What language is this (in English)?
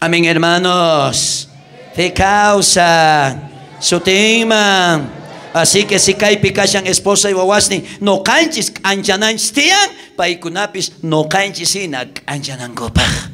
South Bolivian Quechua